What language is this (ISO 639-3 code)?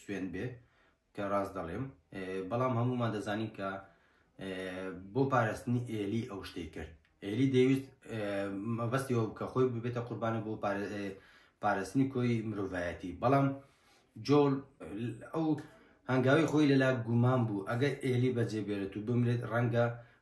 ckb